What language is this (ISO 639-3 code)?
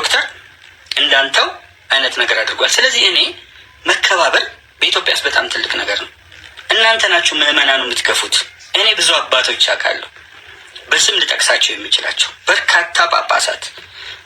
amh